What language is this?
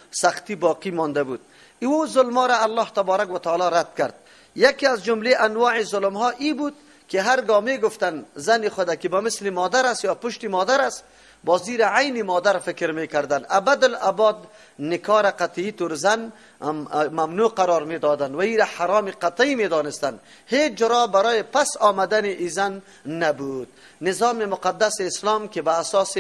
Persian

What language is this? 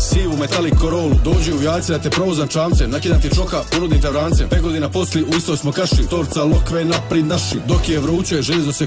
Croatian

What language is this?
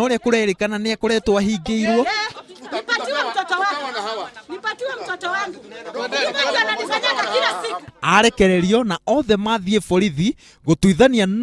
Kikuyu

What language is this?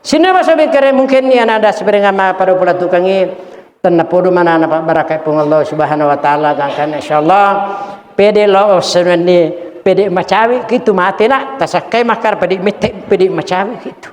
Buginese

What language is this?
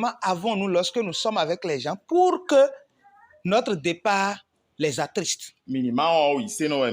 Fon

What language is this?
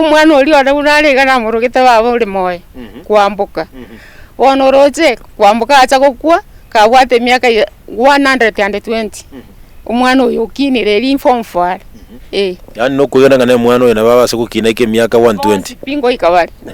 Gusii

